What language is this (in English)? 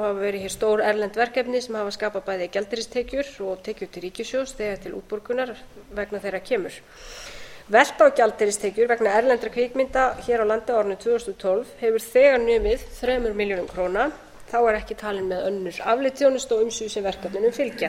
Icelandic